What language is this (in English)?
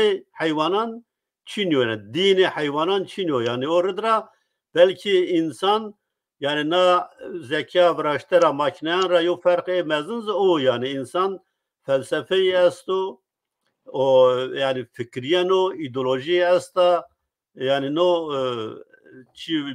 Zaza